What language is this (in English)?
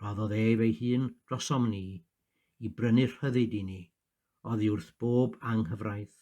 Welsh